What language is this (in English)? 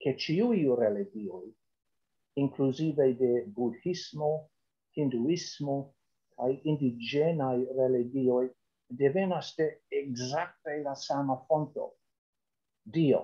Esperanto